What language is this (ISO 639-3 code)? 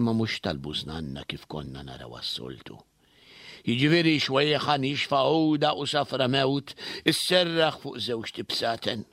mlt